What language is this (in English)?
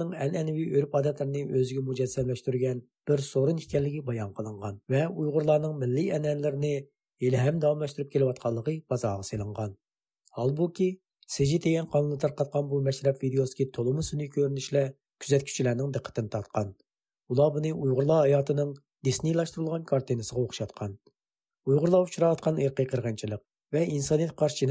Uyghur